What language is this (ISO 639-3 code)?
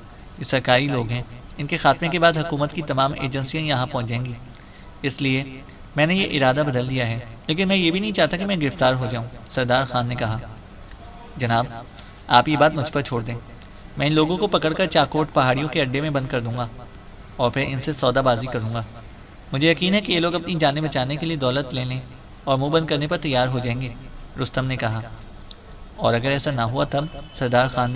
urd